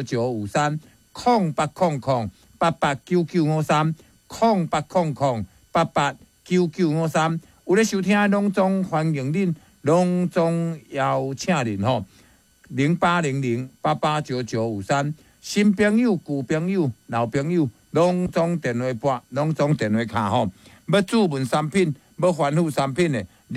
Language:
Min Nan Chinese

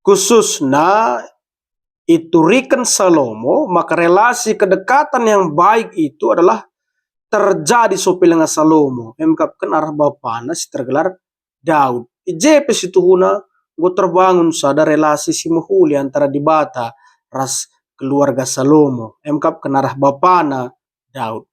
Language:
Batak Karo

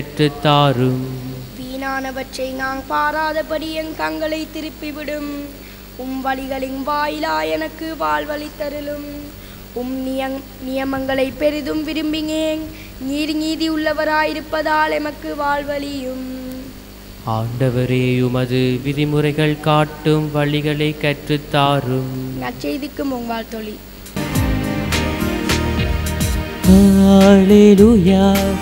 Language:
Tamil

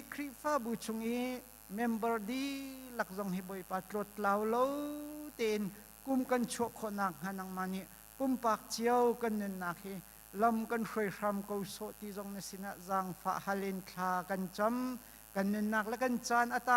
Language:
Hakha Chin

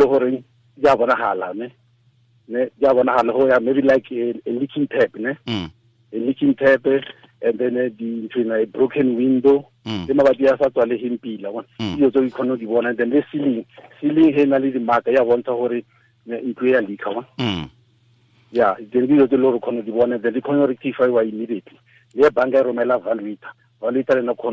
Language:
Tswana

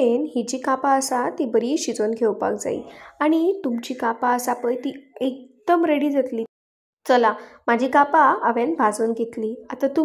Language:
Konkani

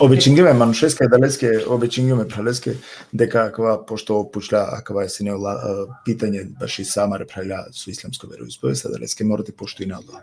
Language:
Balkan Romani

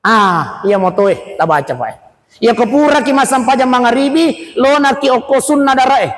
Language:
Buginese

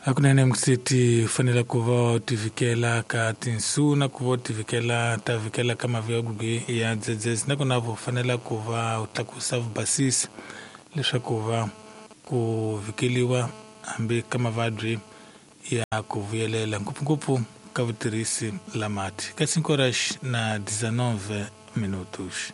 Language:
Tsonga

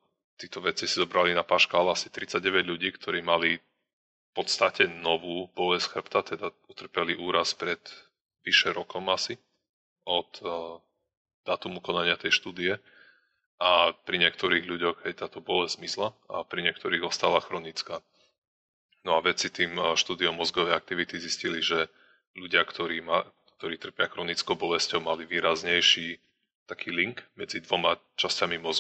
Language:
Slovak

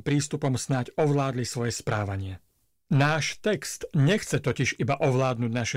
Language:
Slovak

